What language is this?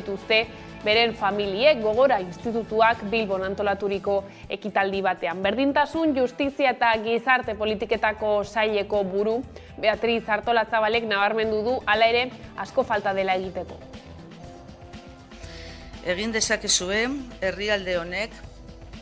Basque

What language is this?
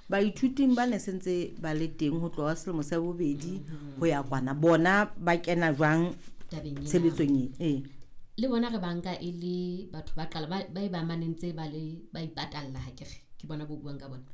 Southern Sotho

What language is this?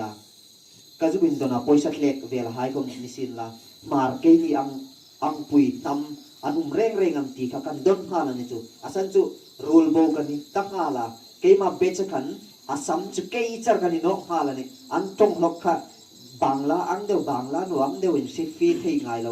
Hmar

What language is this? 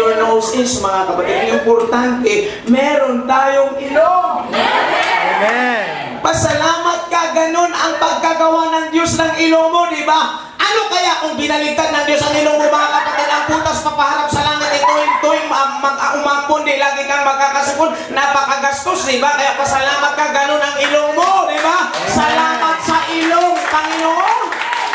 Filipino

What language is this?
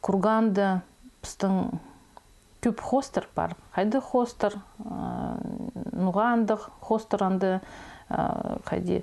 Khakas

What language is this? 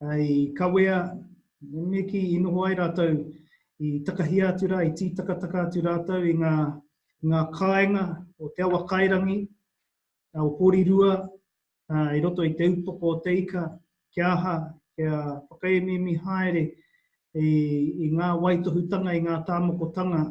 Māori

